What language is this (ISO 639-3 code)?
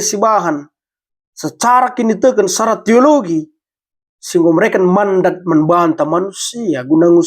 btx